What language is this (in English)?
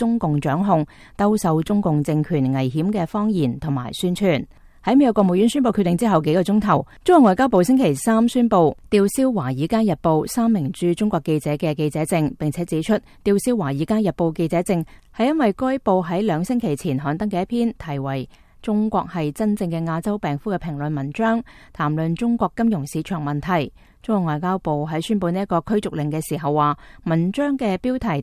Cantonese